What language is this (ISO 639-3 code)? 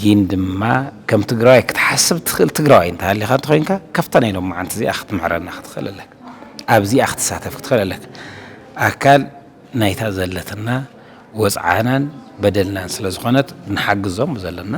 tir